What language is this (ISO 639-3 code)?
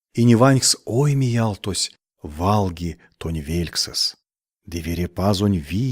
myv